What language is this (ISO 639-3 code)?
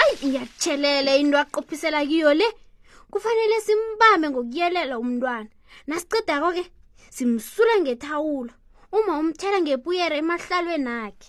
nbl